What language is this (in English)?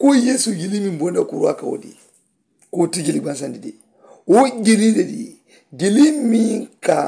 Mandingo